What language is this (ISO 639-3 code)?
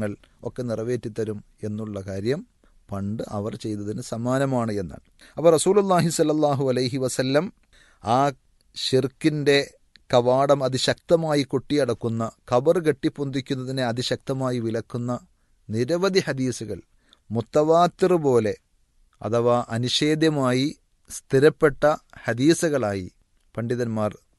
mal